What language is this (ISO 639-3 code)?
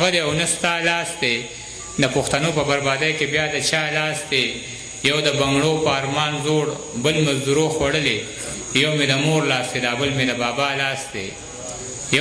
pus